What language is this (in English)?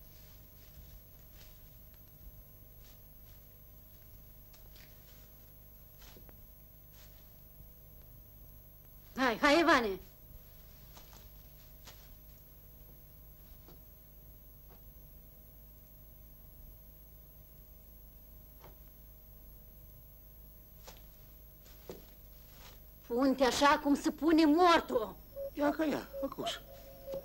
Romanian